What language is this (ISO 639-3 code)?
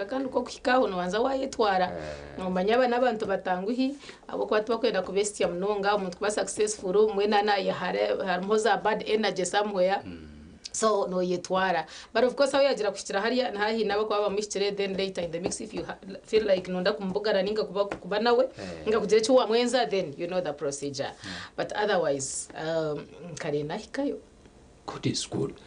nyn